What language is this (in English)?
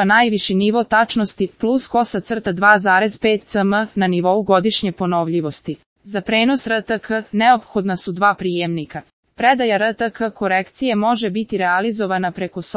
Serbian